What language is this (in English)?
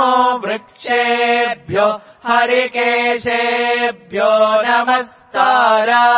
Sanskrit